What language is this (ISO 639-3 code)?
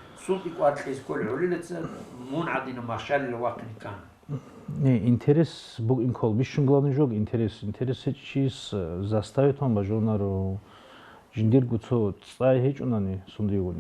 ava